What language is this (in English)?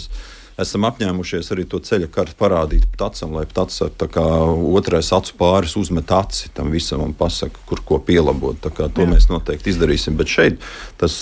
Latvian